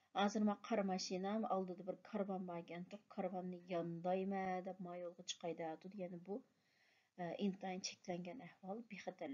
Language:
Uyghur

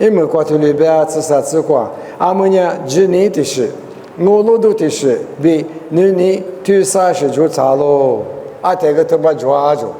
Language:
Lisu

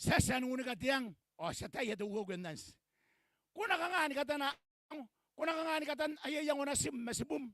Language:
Gilbertese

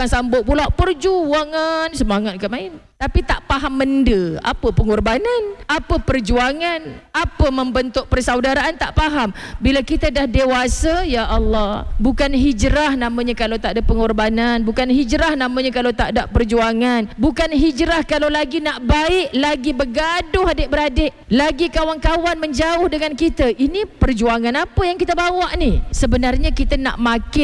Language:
Malay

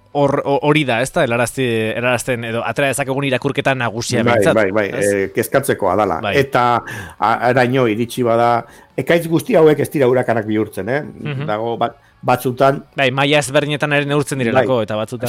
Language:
Basque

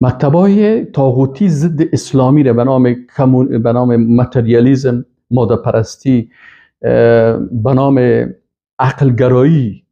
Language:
Persian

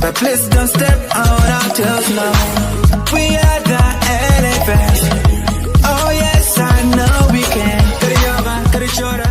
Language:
Acoli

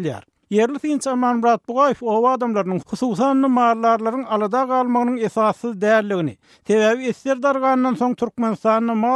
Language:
Turkmen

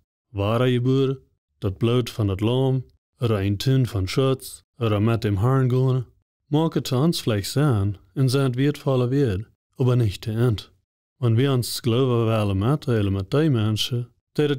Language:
Plautdietsch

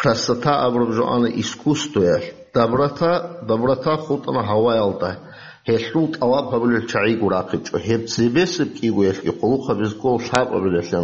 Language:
Avaric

